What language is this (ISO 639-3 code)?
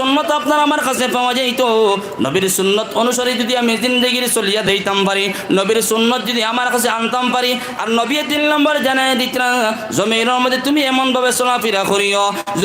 syl